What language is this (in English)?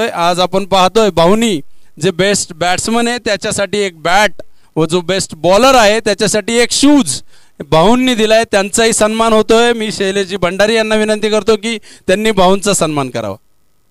Marathi